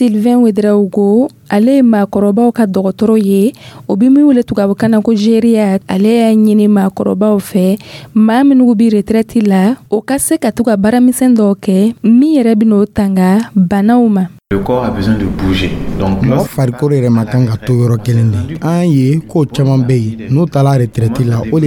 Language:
Dyula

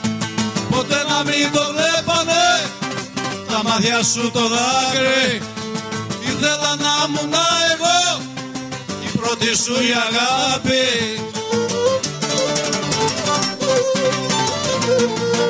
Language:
Greek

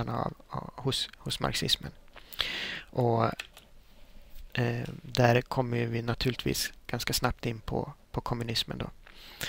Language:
Swedish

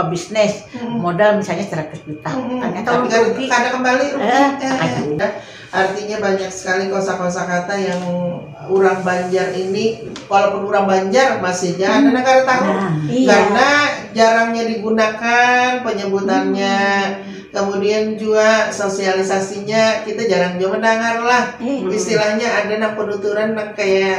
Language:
Banjar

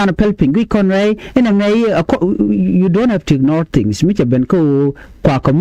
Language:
Nuer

